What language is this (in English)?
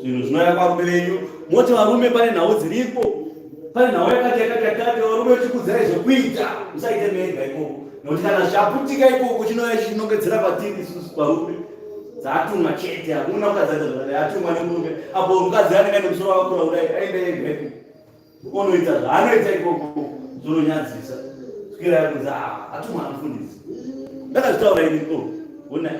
Shona